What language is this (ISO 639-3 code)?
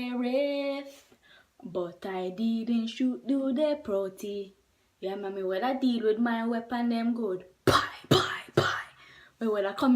jam